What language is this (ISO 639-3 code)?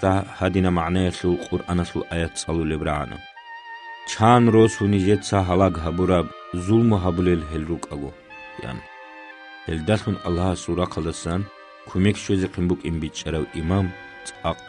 ava